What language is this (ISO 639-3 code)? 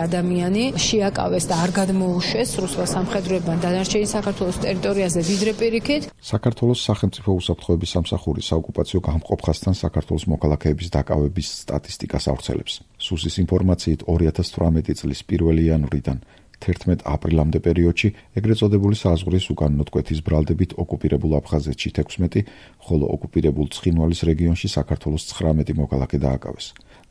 kat